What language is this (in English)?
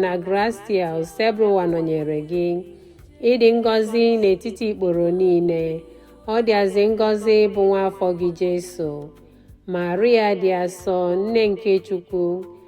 Igbo